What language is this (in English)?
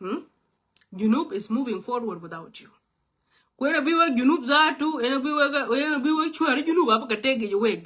Nuer